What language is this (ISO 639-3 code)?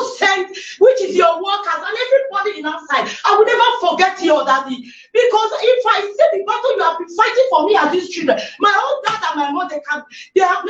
pcm